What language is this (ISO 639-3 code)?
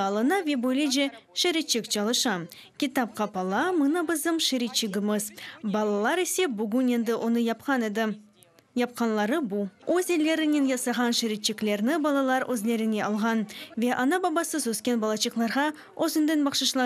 crh